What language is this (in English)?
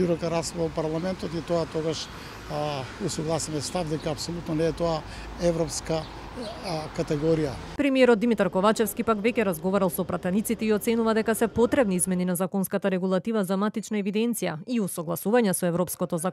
Macedonian